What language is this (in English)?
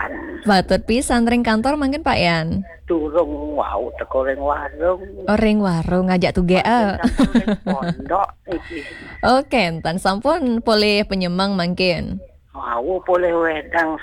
Balinese